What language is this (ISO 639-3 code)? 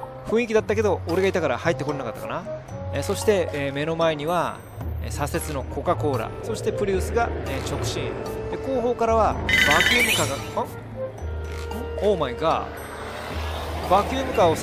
jpn